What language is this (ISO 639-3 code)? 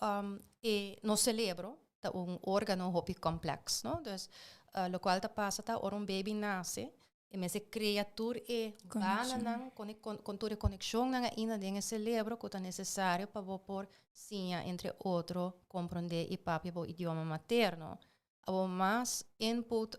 pap